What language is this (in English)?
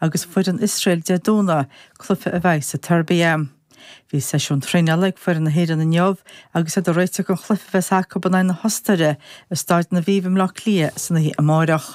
Irish